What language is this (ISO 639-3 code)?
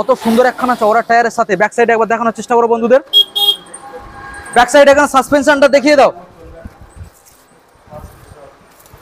ben